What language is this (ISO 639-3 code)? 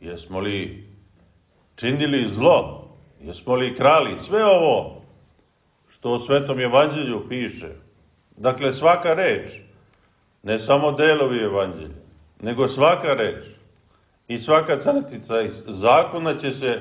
srp